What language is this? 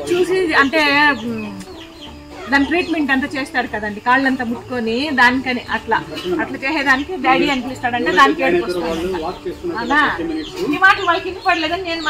Telugu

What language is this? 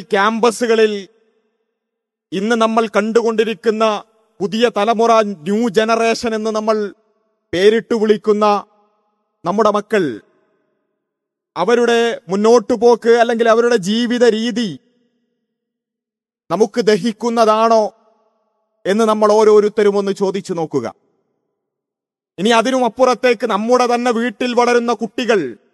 Malayalam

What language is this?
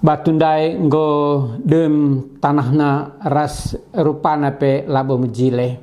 Batak Karo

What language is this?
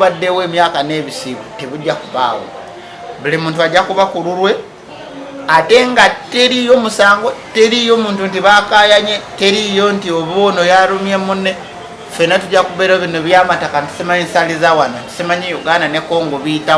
Ganda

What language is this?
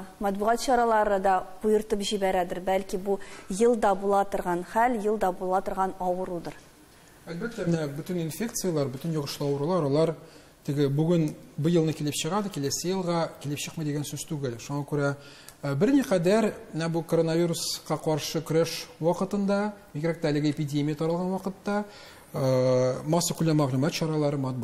Tatar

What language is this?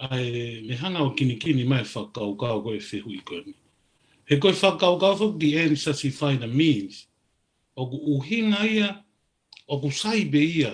Tongan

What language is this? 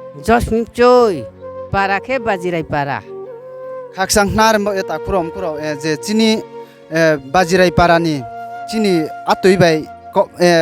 Riang (India)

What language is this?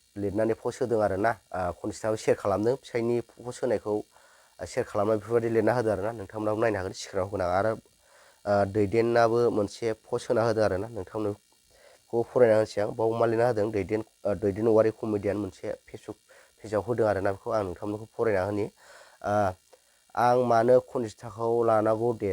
Bodo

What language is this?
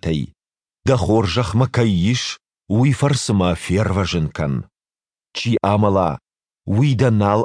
Ossetic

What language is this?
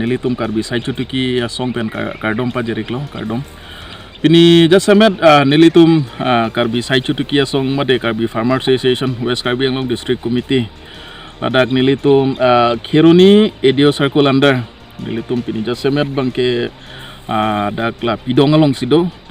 Karbi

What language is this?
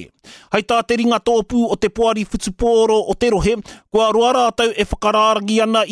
Māori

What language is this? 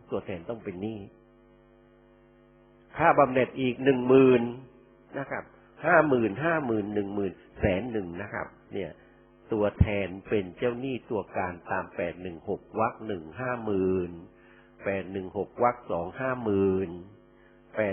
Thai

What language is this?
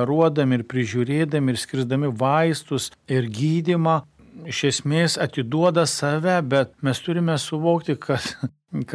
Lithuanian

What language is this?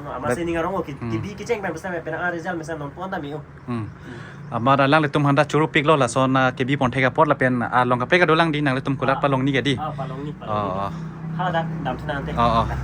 Karbi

